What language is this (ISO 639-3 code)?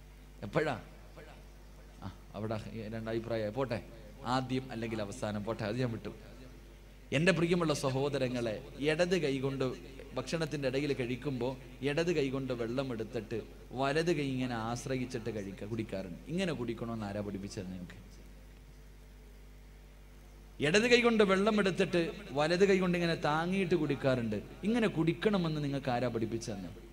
mal